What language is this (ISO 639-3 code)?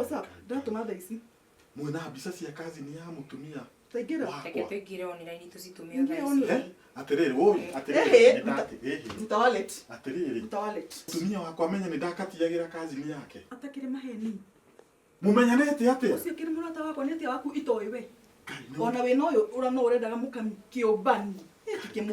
kik